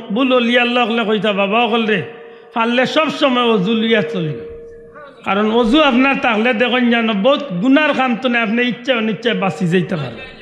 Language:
Sylheti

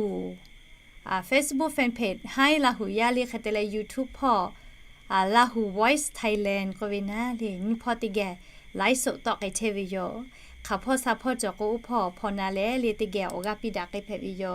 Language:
Lahu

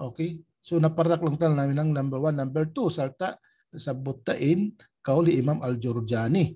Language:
Tausug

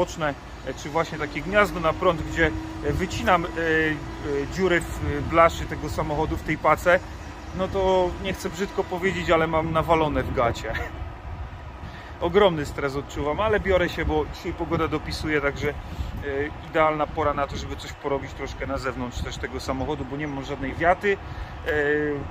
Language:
Polish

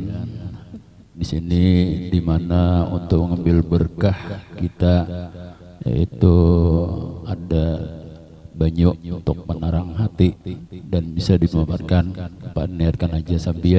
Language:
Banjar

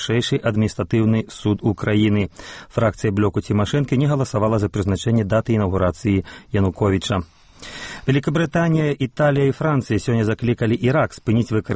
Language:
Belarusian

